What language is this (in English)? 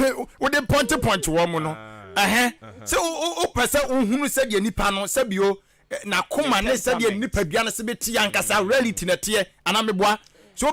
Akan